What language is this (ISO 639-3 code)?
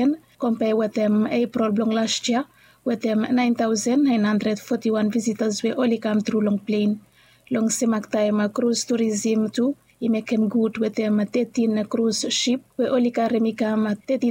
bis